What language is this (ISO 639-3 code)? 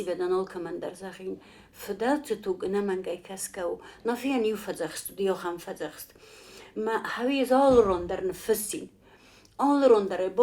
oss